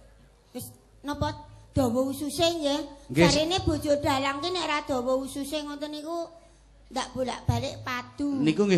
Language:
Javanese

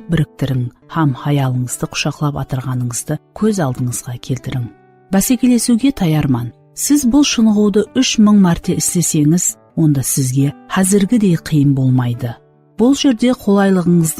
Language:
Kara-Kalpak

